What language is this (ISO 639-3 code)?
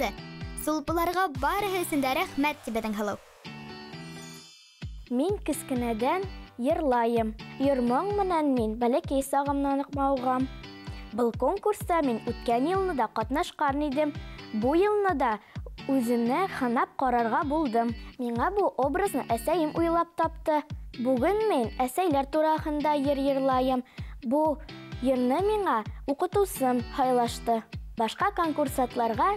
bak